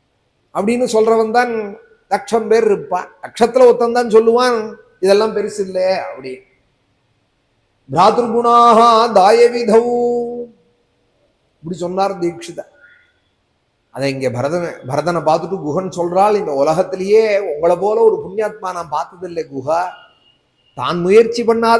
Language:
Tamil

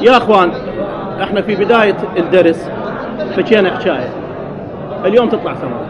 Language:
Mesopotamian Arabic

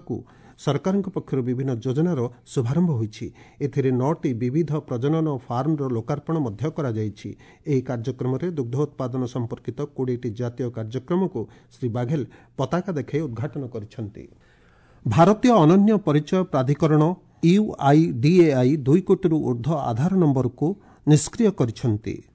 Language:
Odia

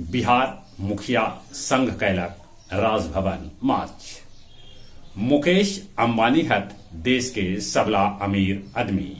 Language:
Magahi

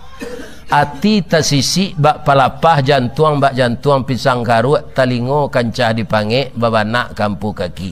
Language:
Minangkabau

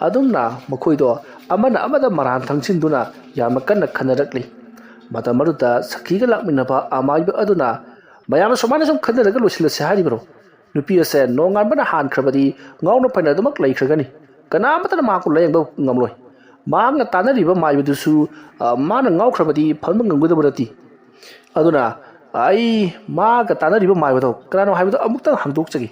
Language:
Manipuri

